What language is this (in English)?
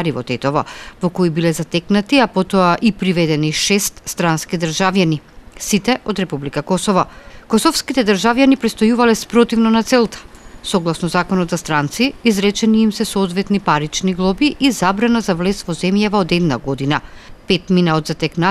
Macedonian